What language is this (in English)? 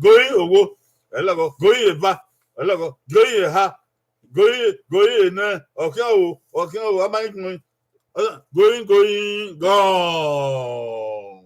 Bini